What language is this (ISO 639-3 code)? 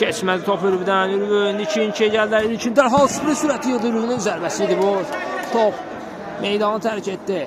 aze